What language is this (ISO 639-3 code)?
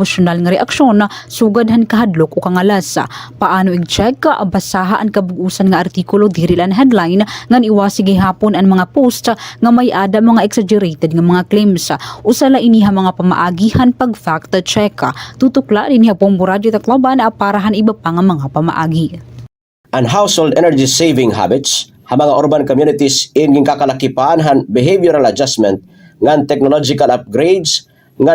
war